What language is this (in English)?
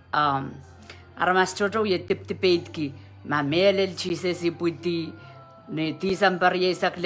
Pohnpeian